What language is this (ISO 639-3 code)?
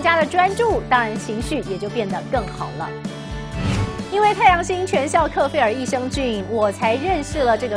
zho